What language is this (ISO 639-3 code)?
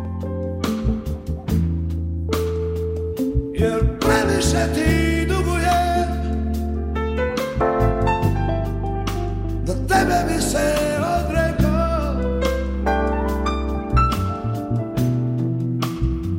hrv